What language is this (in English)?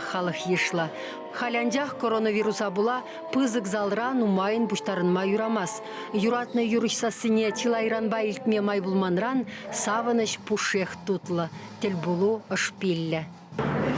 Chuvash